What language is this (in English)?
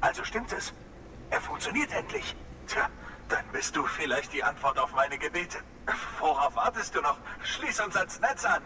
Swiss German